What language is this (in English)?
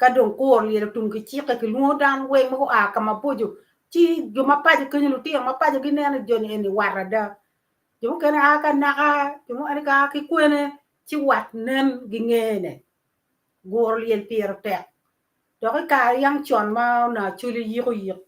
Acoli